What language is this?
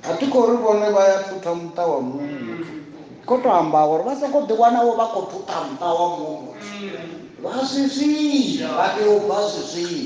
Venda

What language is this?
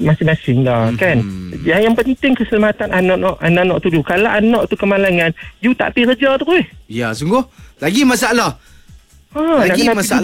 Malay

